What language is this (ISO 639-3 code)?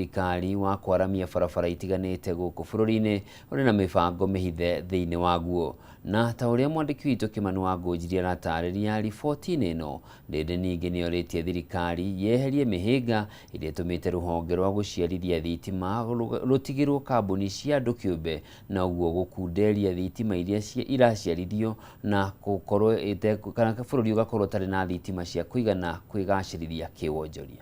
kik